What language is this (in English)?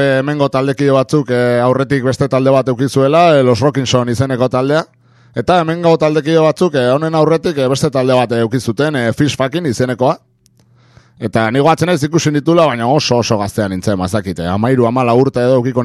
Basque